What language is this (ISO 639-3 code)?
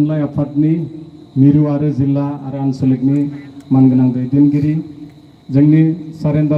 brx